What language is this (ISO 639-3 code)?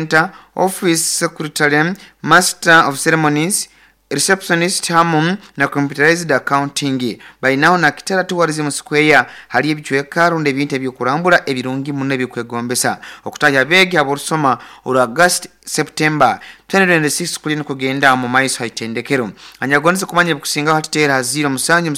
nyo